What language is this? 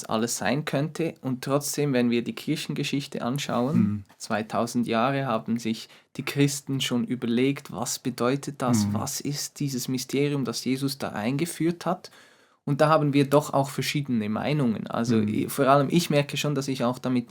Swiss German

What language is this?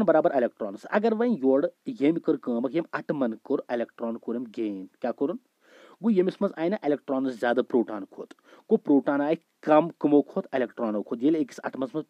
Kashmiri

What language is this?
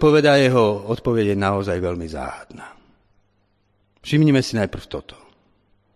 Slovak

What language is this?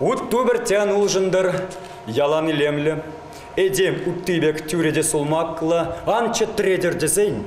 Chuvash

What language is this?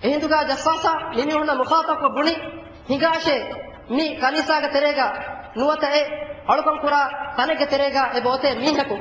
Divehi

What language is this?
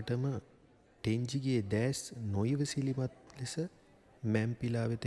Sinhala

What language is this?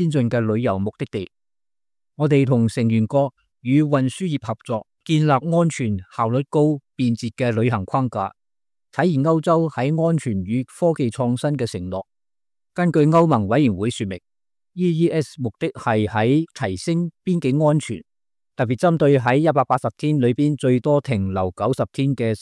Cantonese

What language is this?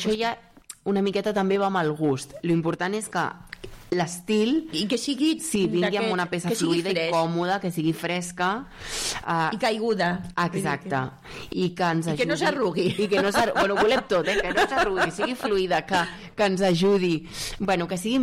Catalan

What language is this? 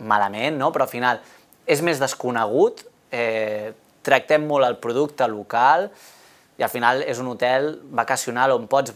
Catalan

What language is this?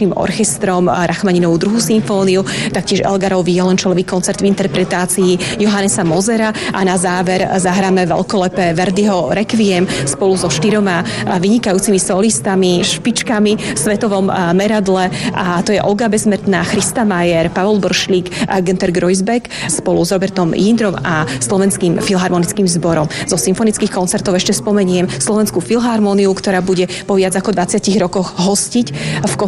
Slovak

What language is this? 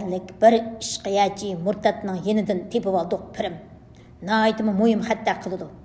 Uyghur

